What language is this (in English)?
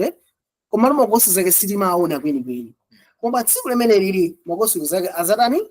Nyanja